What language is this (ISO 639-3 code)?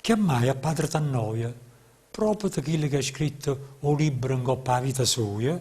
nap